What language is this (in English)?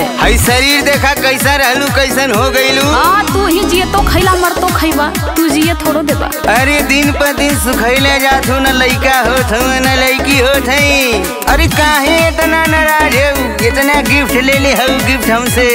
Bhojpuri